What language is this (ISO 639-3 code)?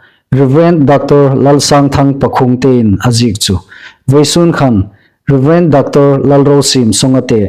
hmr